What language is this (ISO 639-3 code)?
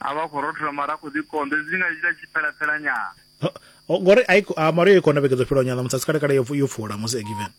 ven